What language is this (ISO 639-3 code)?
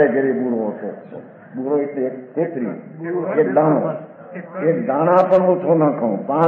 guj